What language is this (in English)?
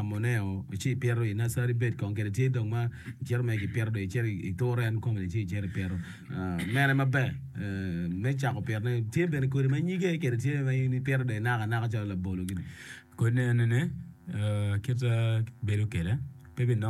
Acoli